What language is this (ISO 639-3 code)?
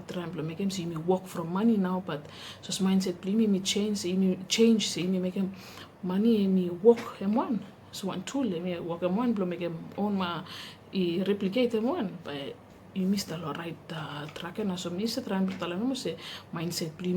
bis